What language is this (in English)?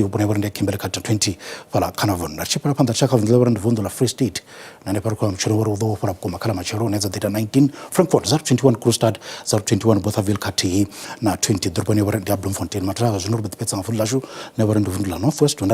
Venda